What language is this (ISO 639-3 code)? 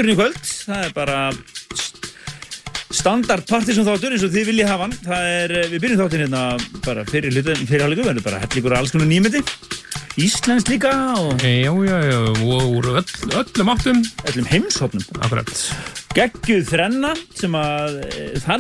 isl